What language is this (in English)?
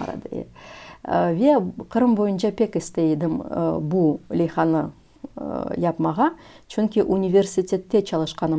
Crimean Tatar